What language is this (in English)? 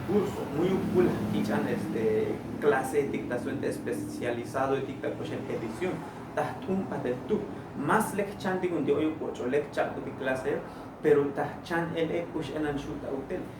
Tzotzil